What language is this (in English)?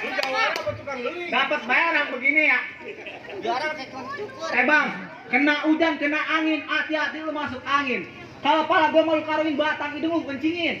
Betawi